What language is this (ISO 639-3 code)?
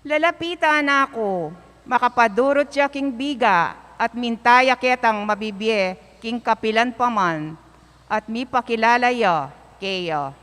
pam